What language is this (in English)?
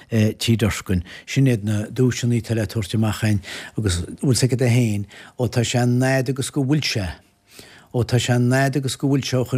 Irish